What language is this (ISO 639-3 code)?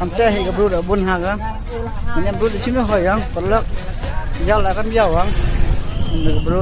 kha